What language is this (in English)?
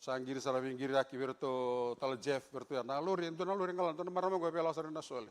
Fijian